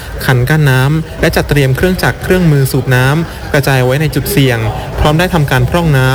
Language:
Thai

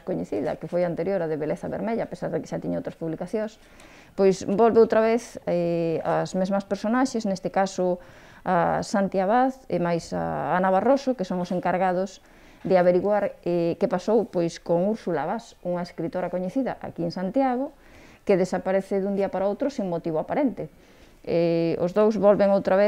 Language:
Galician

